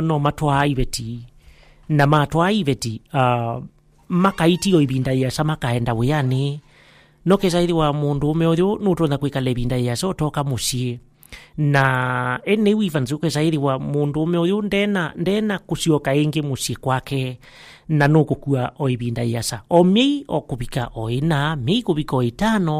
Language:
Kamba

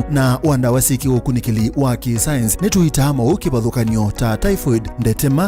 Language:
Kamba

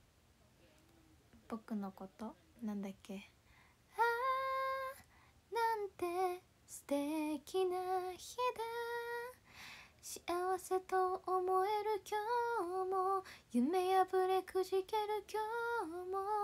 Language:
Japanese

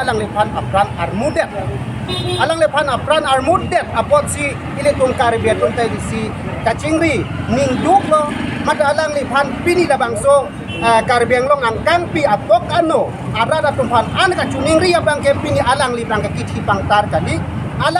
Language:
Karbi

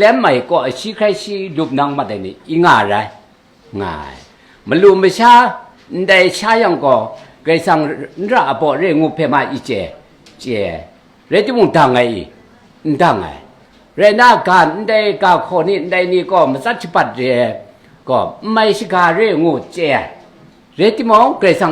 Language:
Kachin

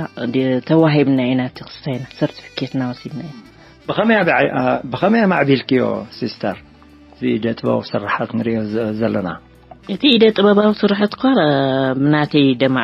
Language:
Tigrinya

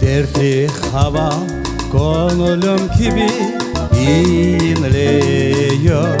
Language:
Crimean Tatar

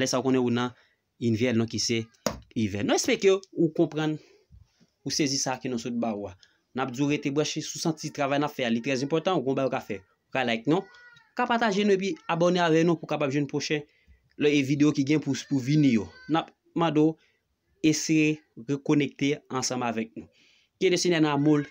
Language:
Haitian Creole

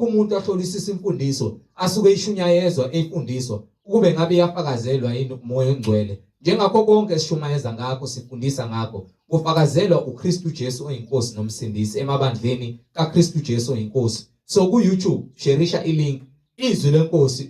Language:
Zulu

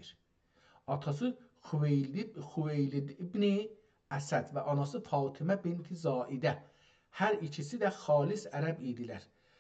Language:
South Azerbaijani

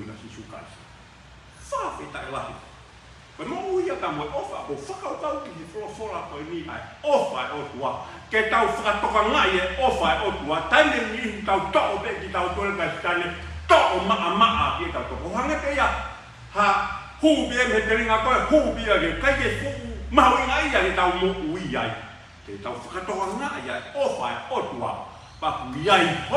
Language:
Tongan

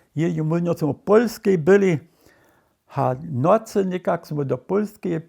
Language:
Upper Sorbian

